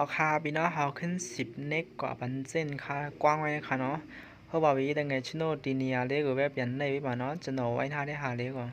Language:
Shan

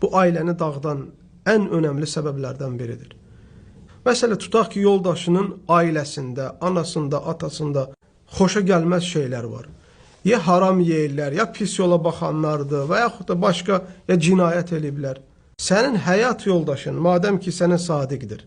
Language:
Azerbaijani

